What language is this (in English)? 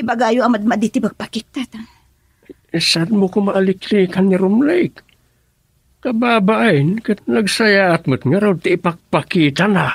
Iloko